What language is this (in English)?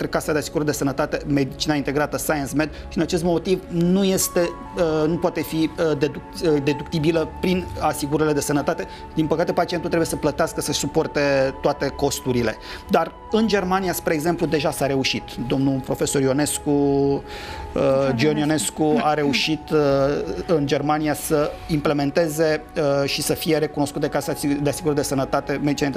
Romanian